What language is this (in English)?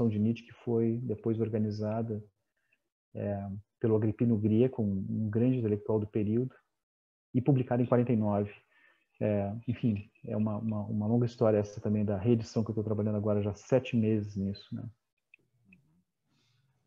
Portuguese